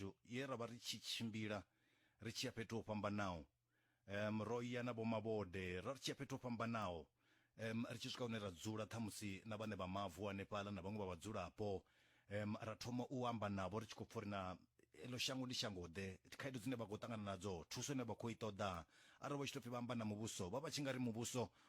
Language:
Venda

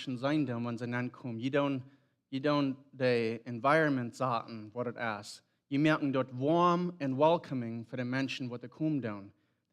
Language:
Plautdietsch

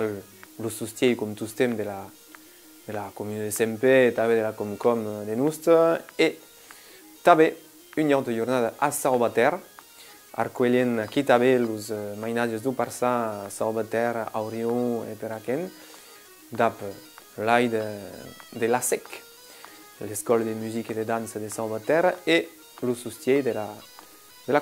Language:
Occitan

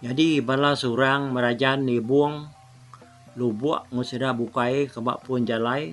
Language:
Iban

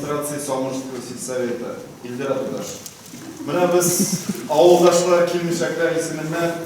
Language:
Tatar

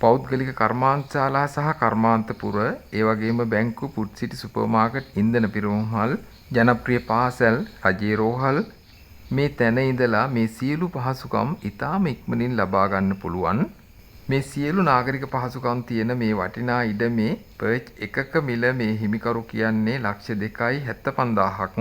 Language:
Sinhala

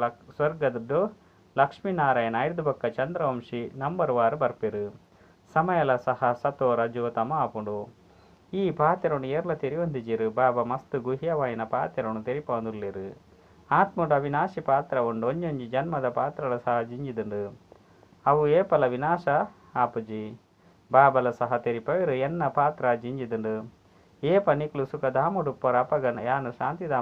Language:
Tulu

